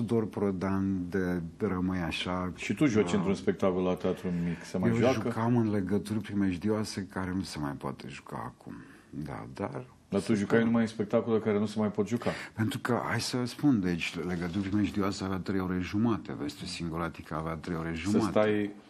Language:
Romanian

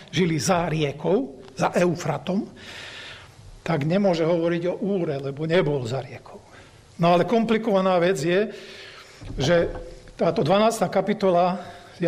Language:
Slovak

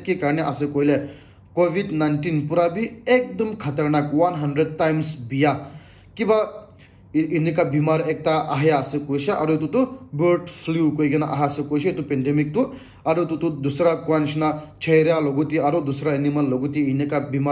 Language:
Naga Pidgin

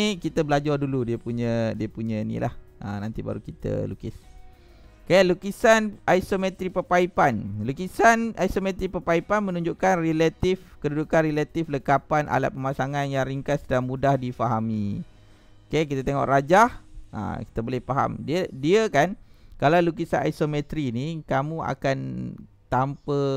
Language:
Malay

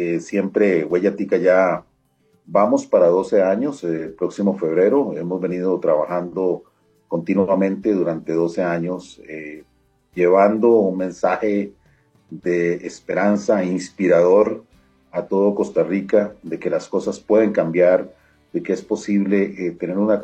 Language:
Spanish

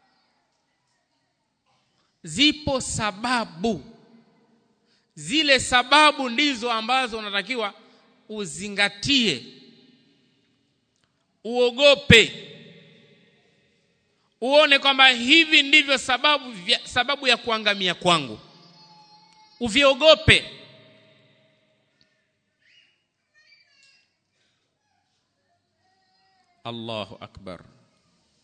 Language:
Swahili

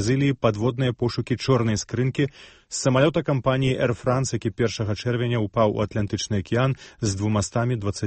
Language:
Belarusian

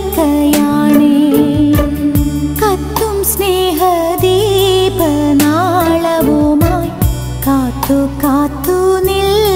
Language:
Malayalam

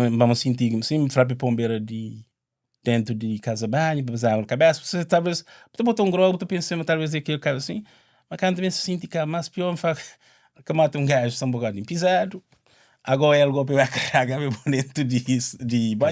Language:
Kabuverdianu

